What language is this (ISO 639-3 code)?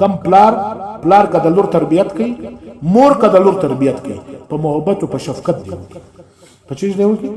pus